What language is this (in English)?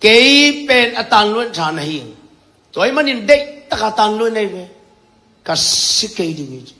Tedim Chin